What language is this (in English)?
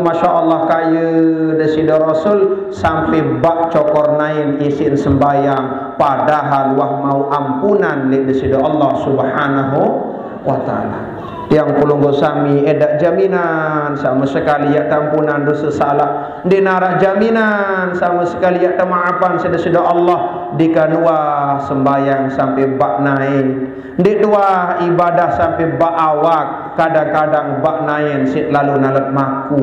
Sasak